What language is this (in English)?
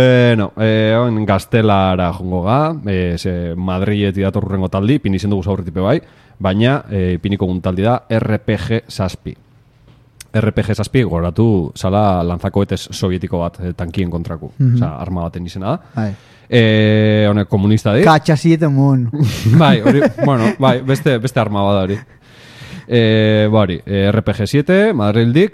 Basque